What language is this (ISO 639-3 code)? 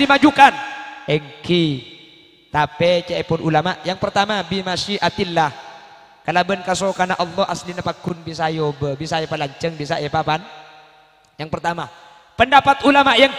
mad